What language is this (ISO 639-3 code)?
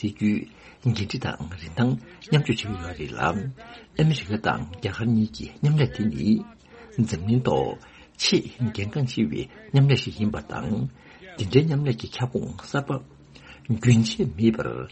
bod